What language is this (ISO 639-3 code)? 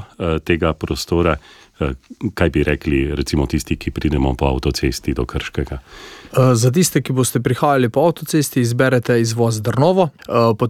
slv